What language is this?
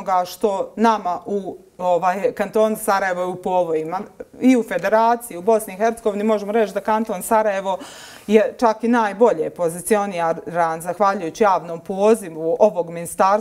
Bosnian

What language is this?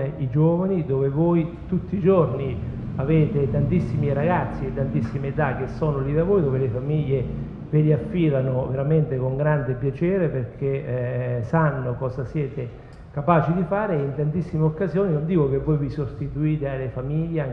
Italian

